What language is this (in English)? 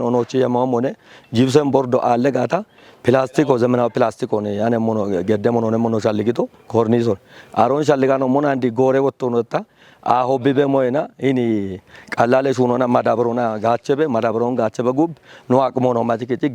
Kafa